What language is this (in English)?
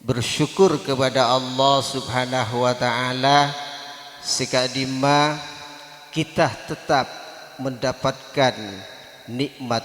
Madurese